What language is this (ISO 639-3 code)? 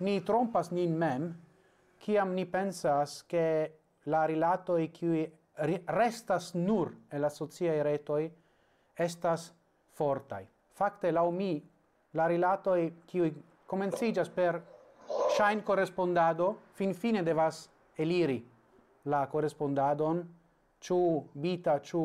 epo